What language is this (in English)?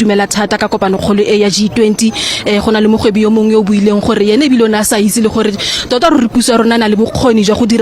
Tswana